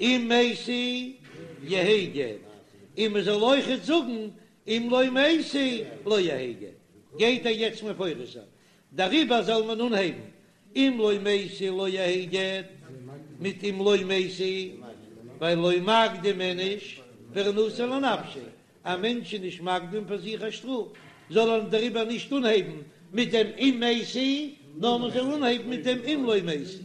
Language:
Yiddish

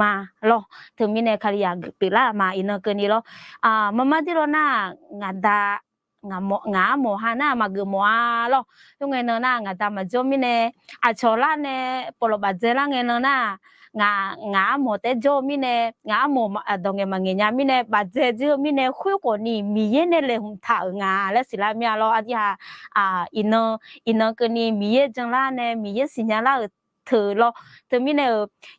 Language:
Akha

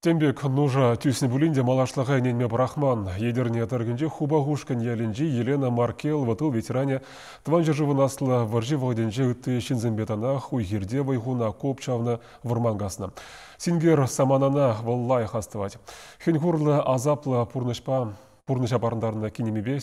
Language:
Chuvash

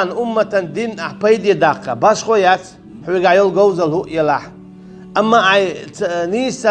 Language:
Chechen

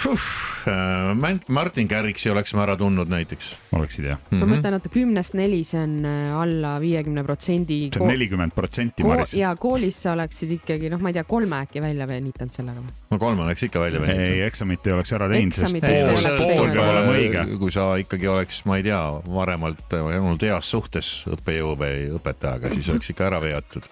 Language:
Estonian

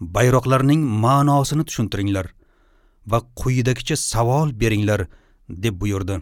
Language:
Uzbek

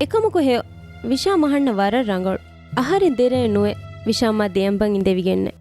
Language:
Divehi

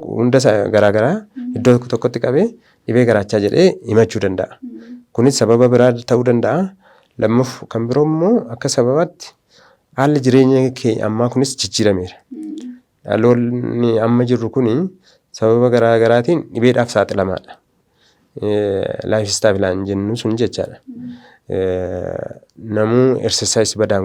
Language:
Oromo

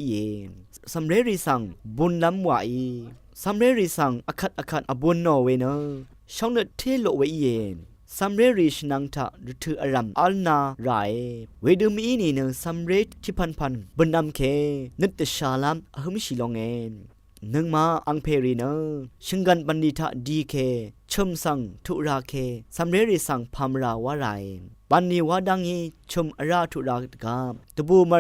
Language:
Rawang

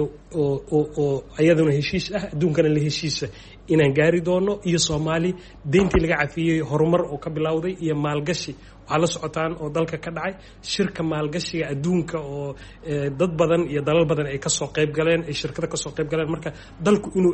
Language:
Somali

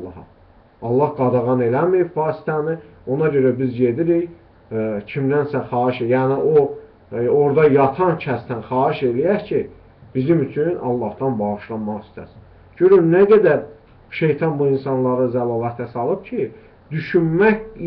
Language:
Azerbaijani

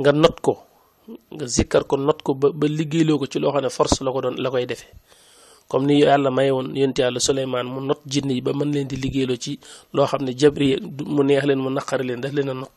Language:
Wolof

